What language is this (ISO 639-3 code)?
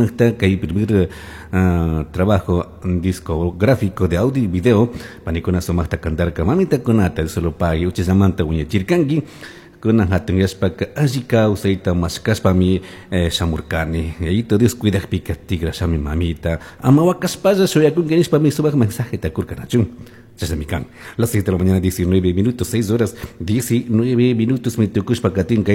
qug